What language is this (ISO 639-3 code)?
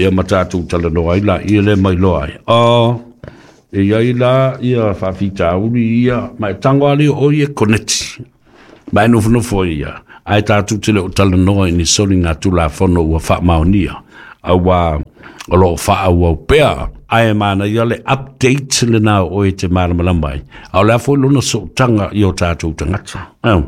smo